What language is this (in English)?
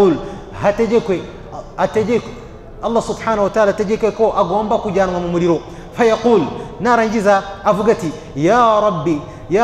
Kinyarwanda